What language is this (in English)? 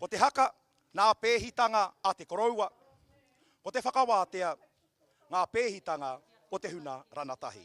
Māori